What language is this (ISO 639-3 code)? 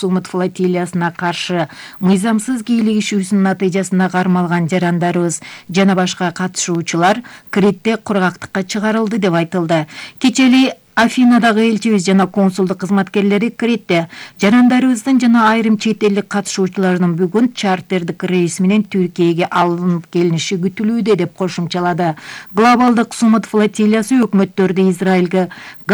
kir